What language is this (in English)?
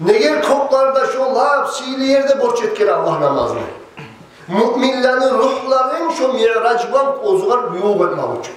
Kumyk